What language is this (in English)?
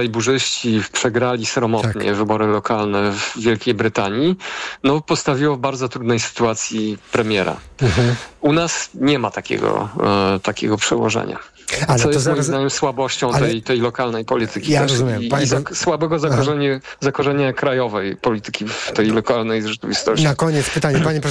Polish